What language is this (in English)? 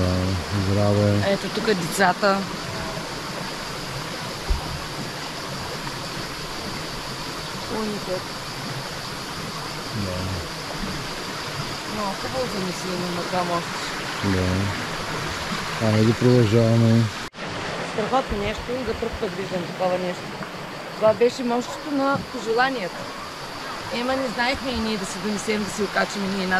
Bulgarian